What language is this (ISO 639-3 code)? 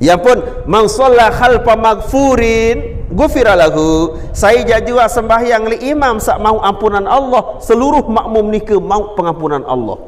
sas